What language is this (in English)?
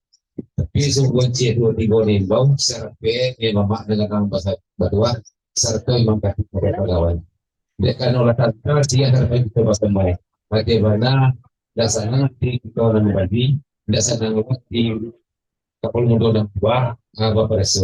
Minangkabau